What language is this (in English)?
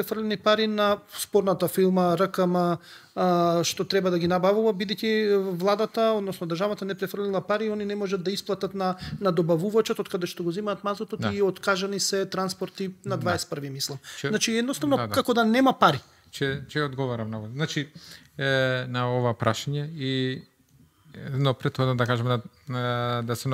Macedonian